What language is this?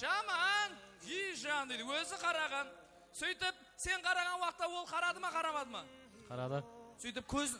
Kara-Kalpak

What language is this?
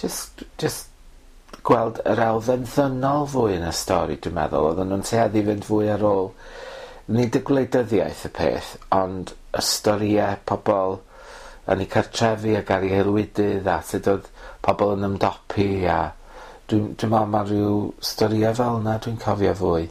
Welsh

